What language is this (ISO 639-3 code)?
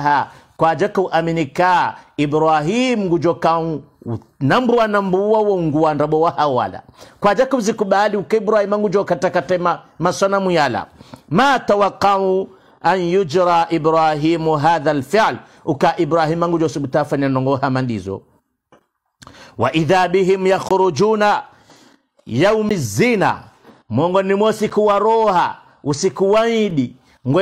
swa